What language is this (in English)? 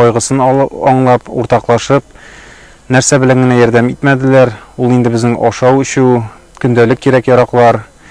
Tatar